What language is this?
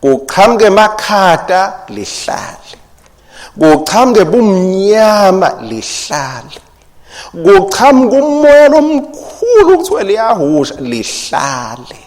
Swati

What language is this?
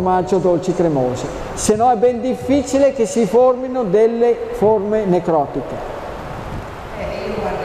Italian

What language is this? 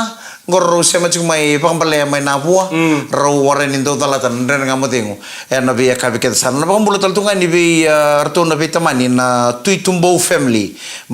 Fijian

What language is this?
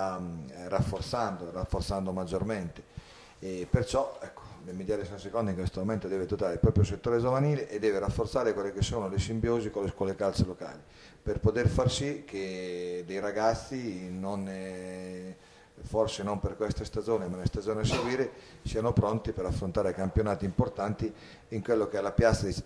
Italian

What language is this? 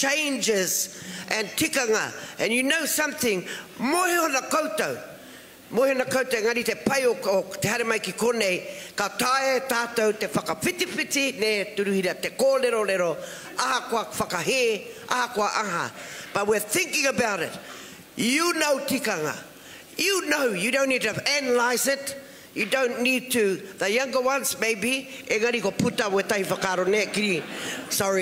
Māori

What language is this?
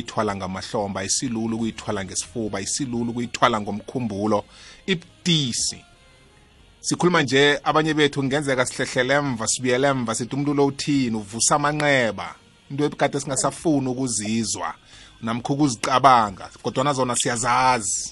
South Ndebele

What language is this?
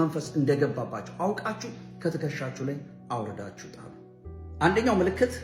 Amharic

